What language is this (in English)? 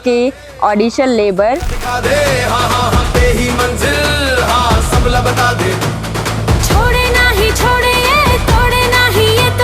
Chhattisgarhi